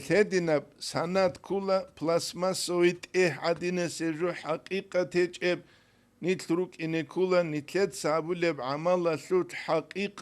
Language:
Avaric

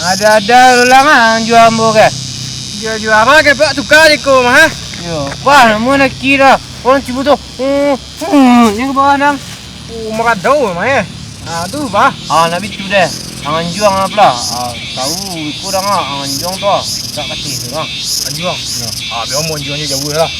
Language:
Minangkabau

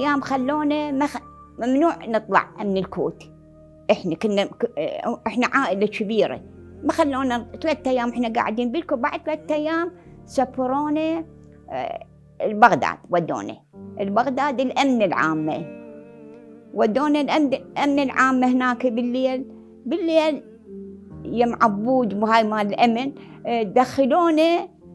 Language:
Mesopotamian Arabic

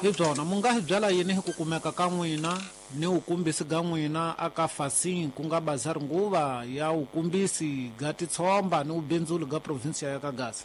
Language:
Tsonga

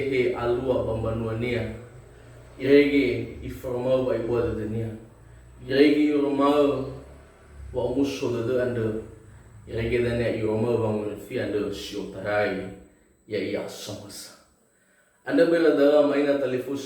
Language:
Nias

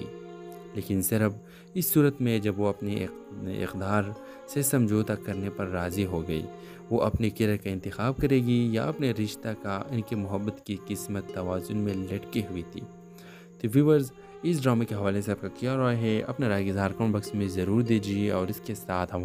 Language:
Urdu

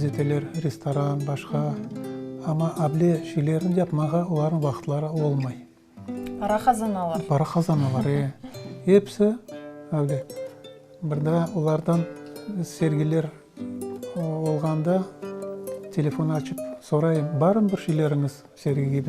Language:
Crimean Tatar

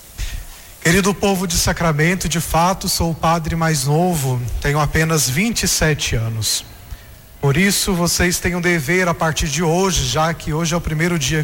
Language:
Portuguese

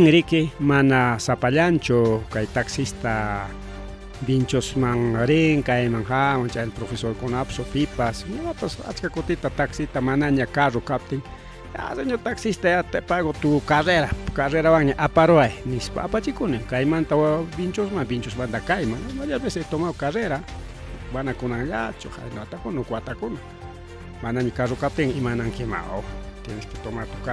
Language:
Ayacucho Quechua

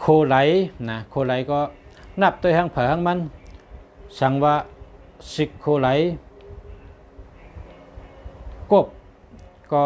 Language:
Shan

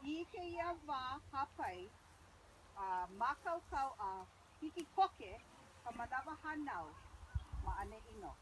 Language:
Hawaiian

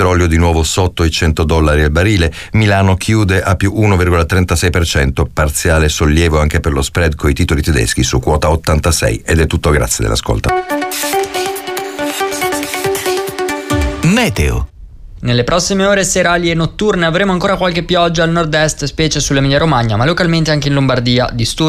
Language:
Italian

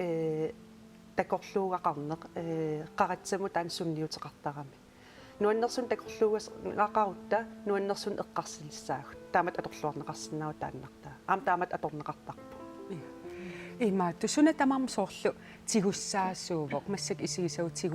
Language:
Kalaallisut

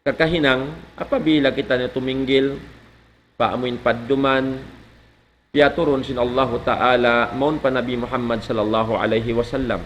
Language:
Tausug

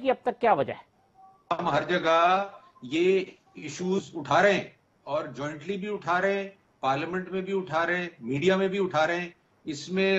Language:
Urdu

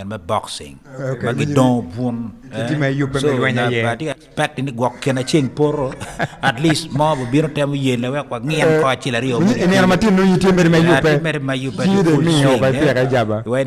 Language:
Acoli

